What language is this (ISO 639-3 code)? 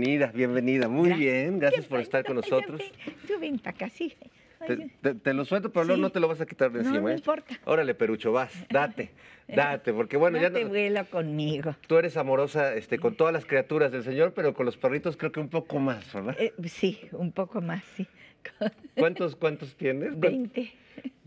spa